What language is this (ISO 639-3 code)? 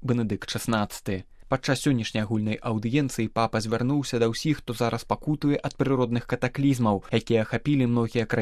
bel